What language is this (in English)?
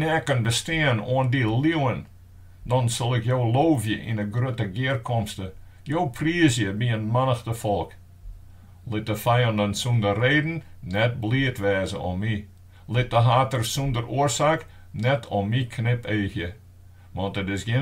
Western Frisian